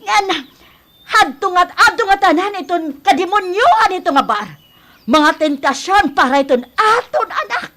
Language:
Waray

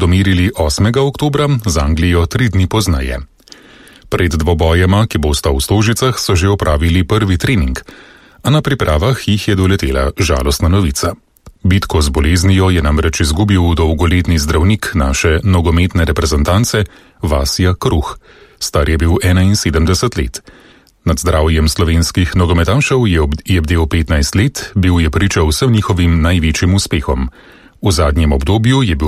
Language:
Slovenian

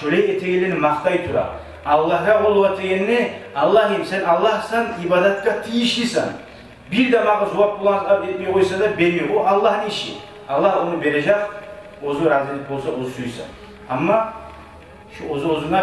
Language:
Kumyk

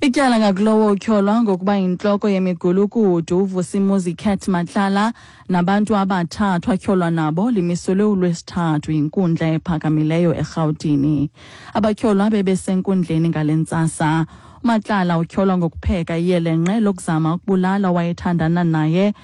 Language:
Xhosa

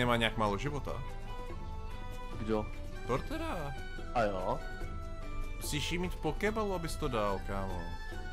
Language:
Czech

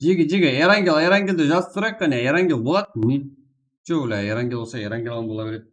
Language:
Kara-Kalpak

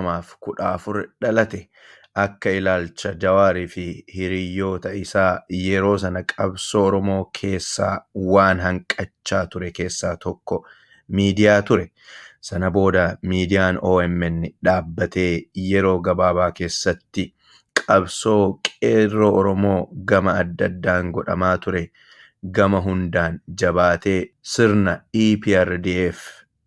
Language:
Oromo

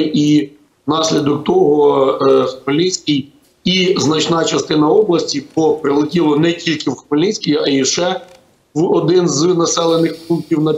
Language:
Ukrainian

